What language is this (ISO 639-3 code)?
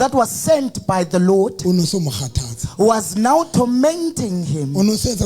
sot